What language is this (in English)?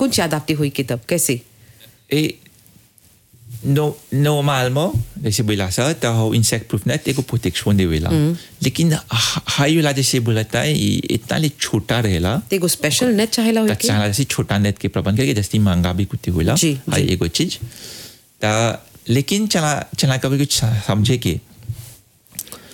Bhojpuri